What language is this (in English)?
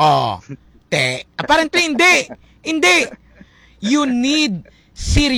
Hiligaynon